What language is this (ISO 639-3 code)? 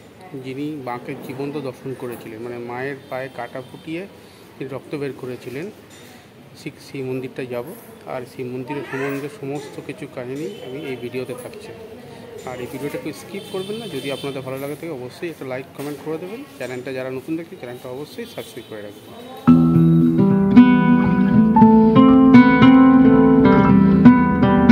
ben